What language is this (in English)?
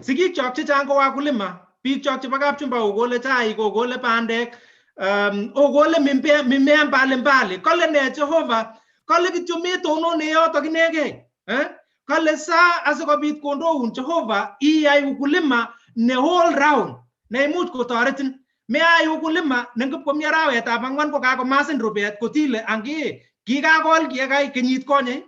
Kalenjin